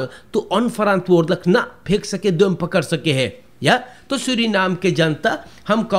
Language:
Caribbean Hindustani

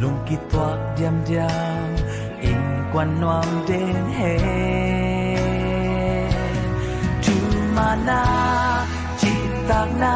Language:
Tedim Chin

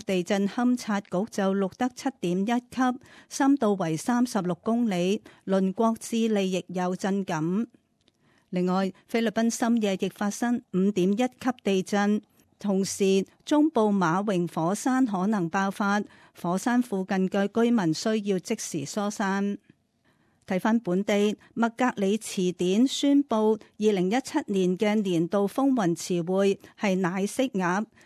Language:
Cantonese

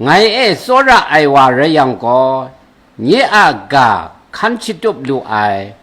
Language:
Kachin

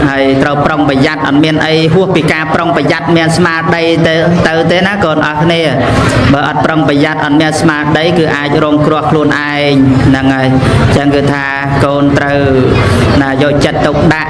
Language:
Khmer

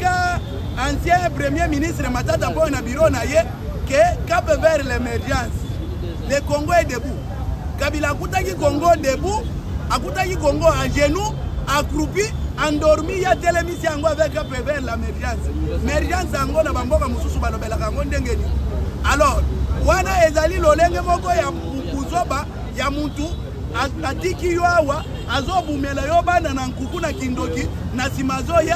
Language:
Lingala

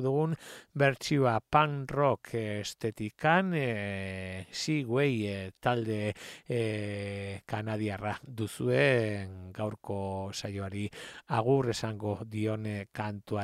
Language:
Basque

